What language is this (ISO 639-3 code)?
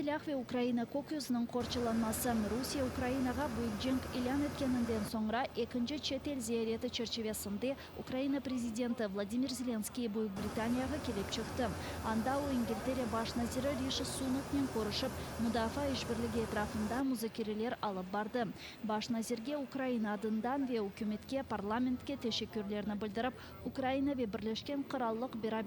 crh